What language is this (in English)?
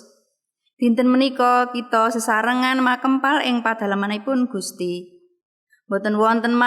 Javanese